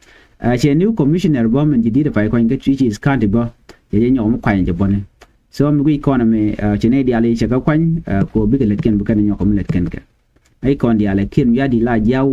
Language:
Nuer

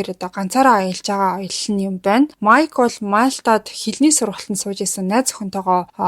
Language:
Mongolian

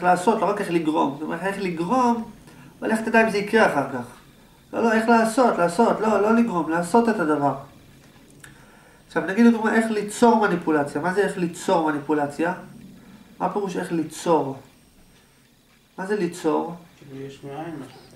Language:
Hebrew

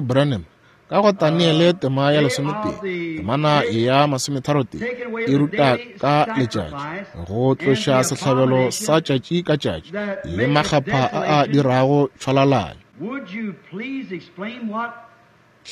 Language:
Northern Sotho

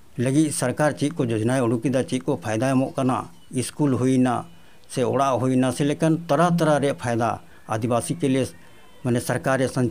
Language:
Santali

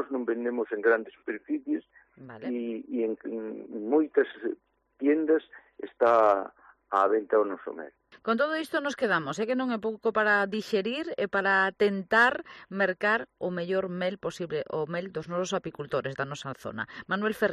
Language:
Galician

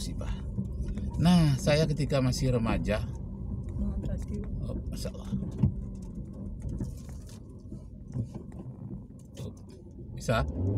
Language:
Indonesian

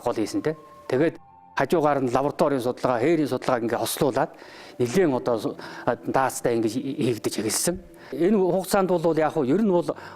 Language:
Mongolian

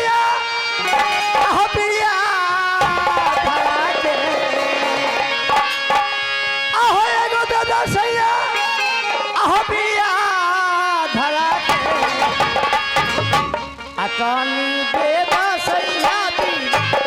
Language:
Bhojpuri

